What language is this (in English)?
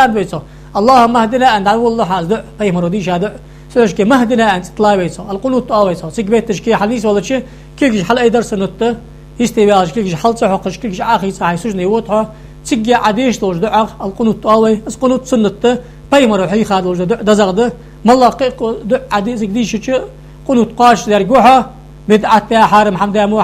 Ingush